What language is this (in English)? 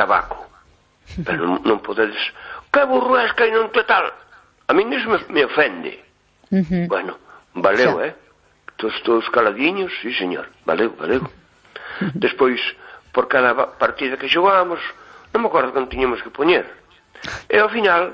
Galician